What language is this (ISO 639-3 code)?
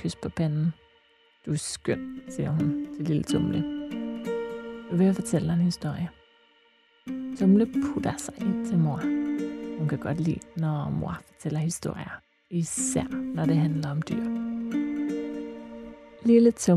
dan